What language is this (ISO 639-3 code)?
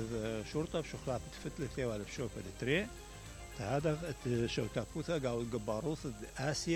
acm